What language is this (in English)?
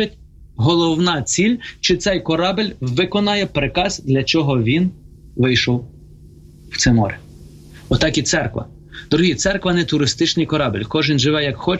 Ukrainian